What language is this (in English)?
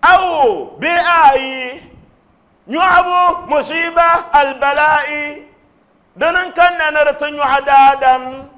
Dagbani